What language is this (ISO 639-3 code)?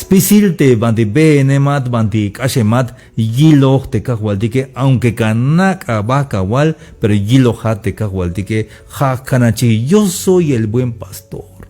tzh